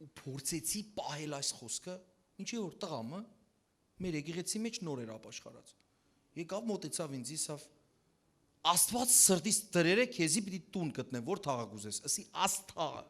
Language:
Western Armenian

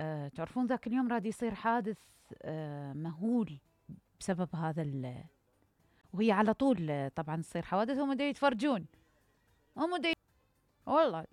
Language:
Mesopotamian Arabic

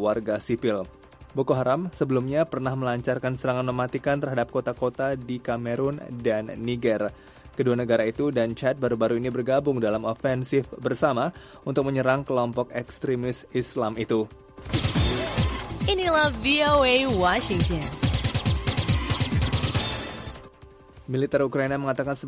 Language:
Indonesian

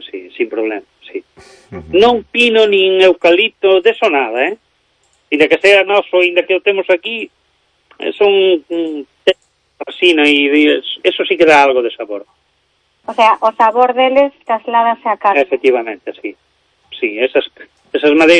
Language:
Galician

